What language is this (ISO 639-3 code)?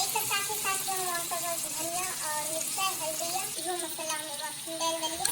mai